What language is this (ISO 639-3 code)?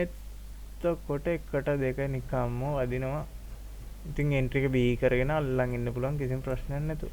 sin